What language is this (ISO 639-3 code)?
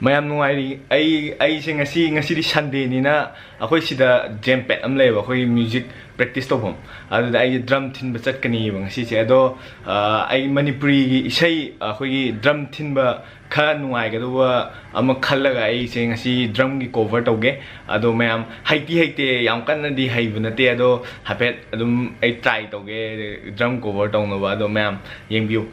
mni